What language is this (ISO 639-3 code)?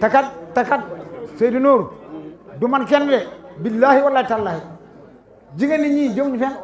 wol